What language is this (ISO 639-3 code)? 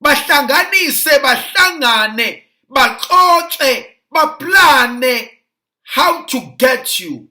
zul